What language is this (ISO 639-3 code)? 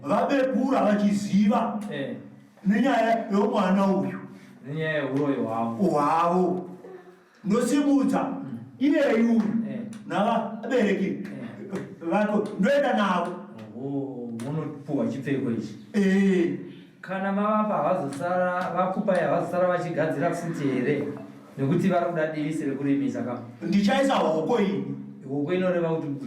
sna